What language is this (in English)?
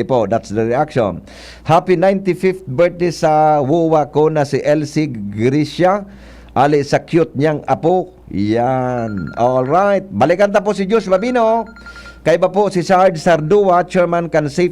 Bikol